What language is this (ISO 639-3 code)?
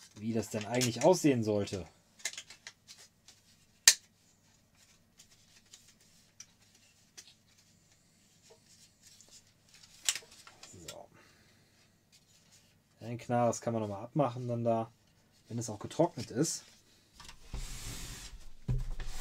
deu